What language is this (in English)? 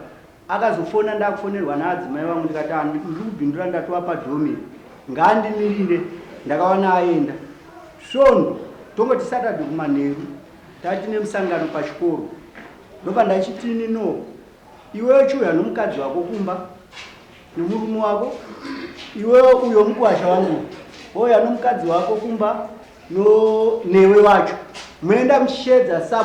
Shona